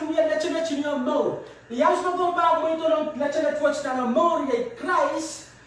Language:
Pohnpeian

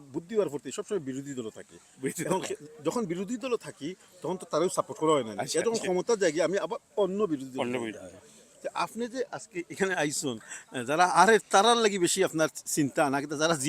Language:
Sylheti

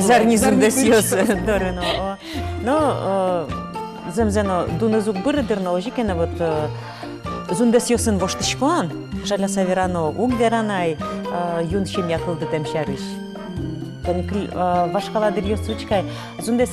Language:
Udmurt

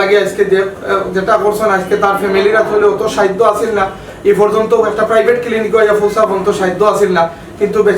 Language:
Sylheti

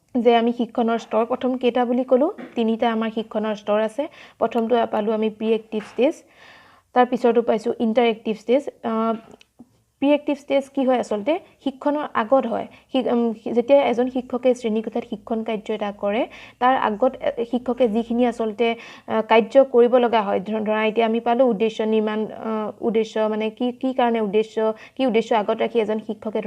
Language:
Assamese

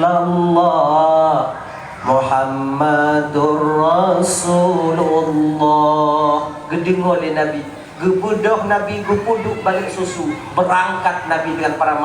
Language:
Achinese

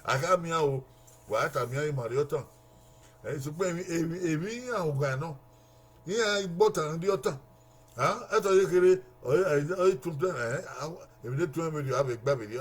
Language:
Bini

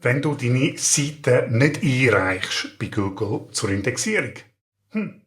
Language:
Swiss German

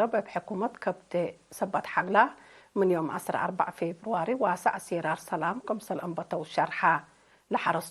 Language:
Tigre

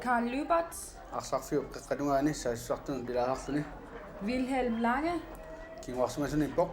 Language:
Kalaallisut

